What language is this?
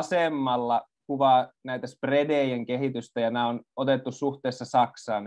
Finnish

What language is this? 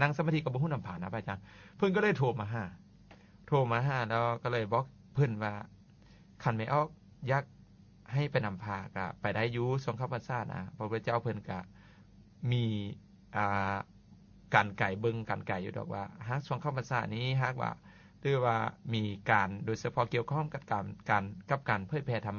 Lao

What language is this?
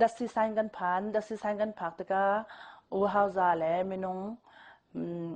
Hakha Chin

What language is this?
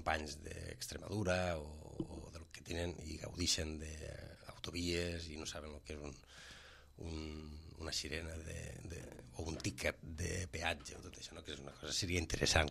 Catalan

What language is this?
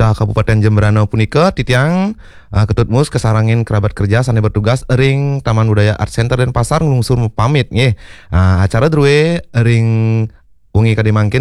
Balinese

